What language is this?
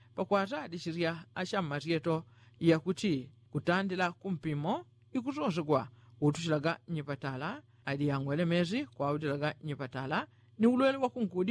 Yao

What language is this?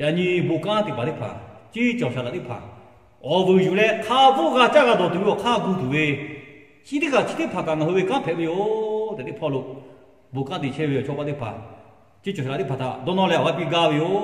Lahu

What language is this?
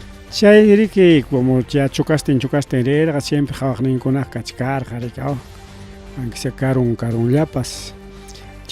Ayacucho Quechua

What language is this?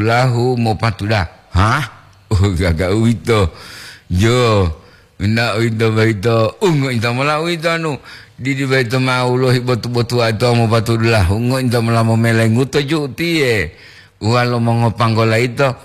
Gorontalo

